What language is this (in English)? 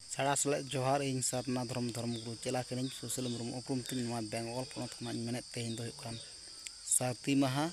Santali